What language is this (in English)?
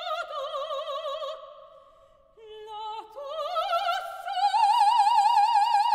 Italian